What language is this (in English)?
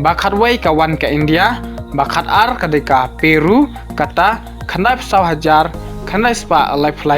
Khasi